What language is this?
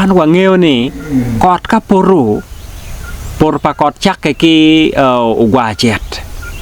Acoli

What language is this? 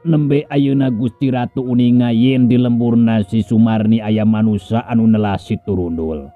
Sundanese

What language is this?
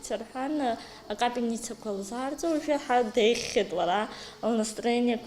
Abkhazian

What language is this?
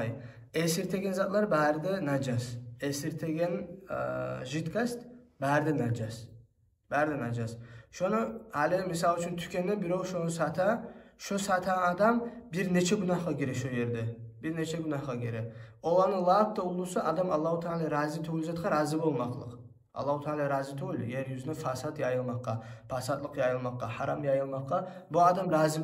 Kumyk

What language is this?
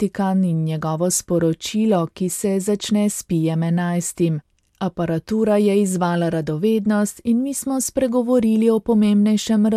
Slovenian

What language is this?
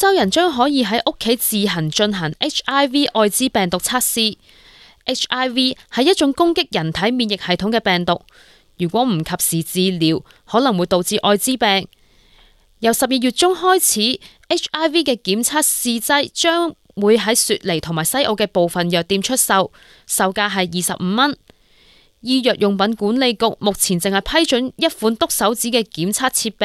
Cantonese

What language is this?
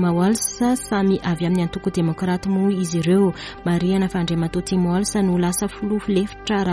Malagasy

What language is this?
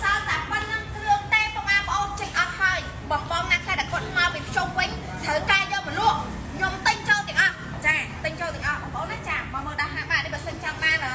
Khmer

